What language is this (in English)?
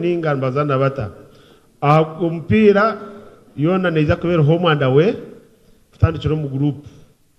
Nyankole